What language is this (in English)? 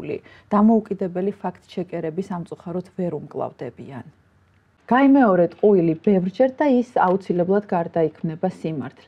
Georgian